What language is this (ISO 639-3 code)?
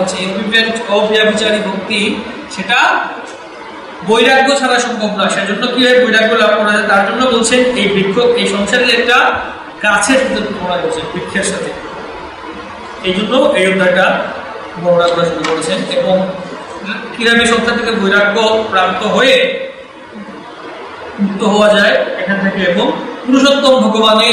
ben